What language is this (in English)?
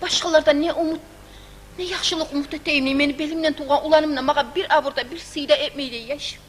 Kumyk